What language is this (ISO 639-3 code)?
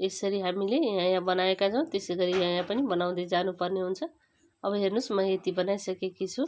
nep